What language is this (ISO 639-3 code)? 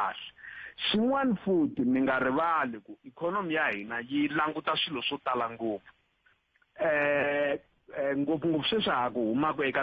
tso